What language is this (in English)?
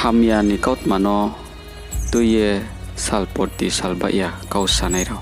Riang (India)